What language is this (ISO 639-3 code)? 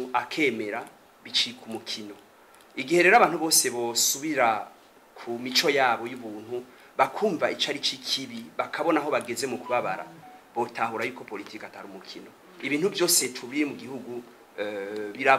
run